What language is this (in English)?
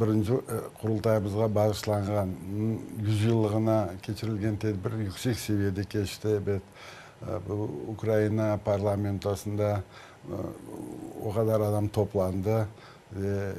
Crimean Tatar